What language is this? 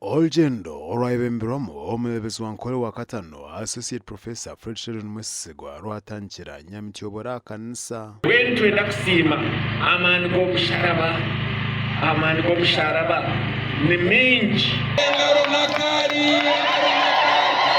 Nyankole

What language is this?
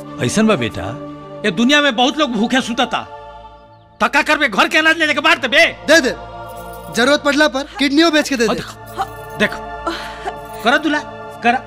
Bhojpuri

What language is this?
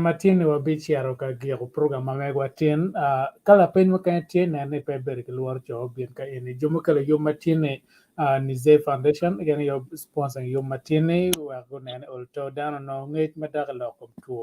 Acoli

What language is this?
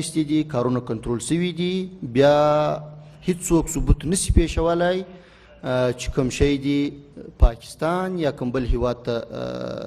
Pashto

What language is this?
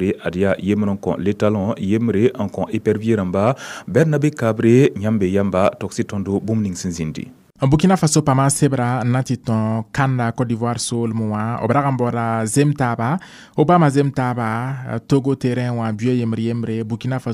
Mossi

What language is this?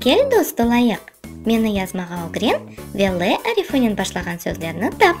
Crimean Tatar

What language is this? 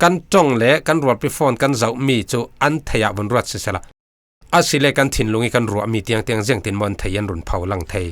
Falam Chin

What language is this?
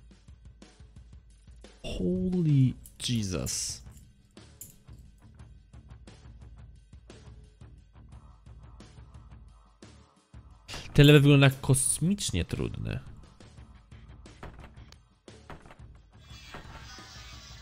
Polish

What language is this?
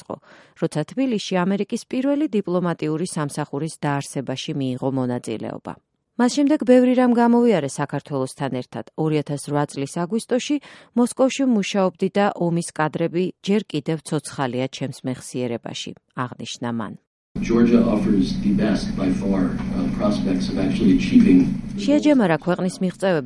Georgian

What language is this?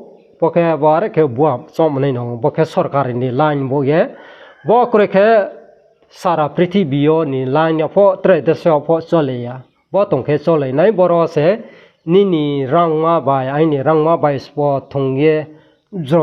Riang (India)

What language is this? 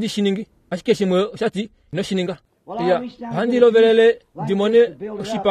Kuanyama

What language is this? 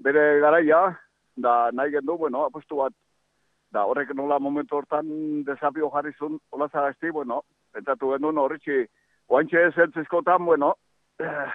Basque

